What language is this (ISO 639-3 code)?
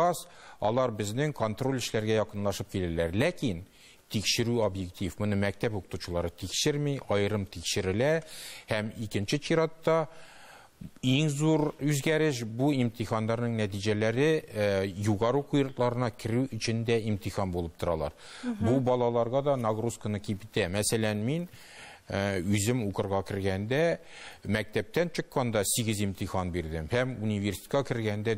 tat